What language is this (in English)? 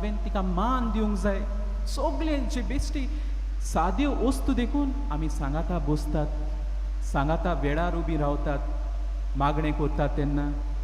Konkani